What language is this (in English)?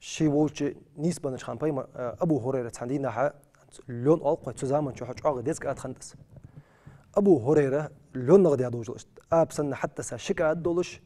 Ingush